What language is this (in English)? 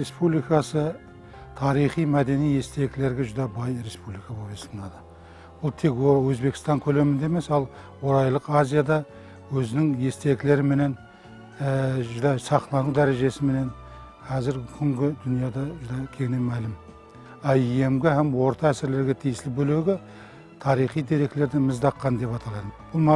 Kara-Kalpak